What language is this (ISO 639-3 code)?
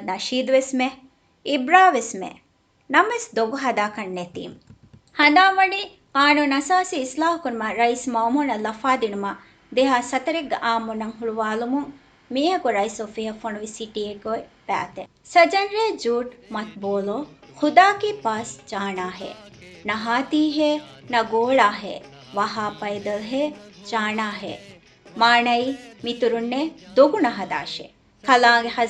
div